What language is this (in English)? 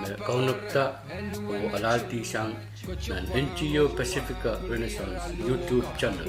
Pohnpeian